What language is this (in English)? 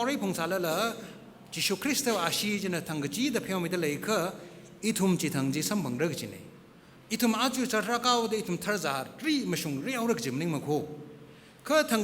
Tangkhul Naga (India)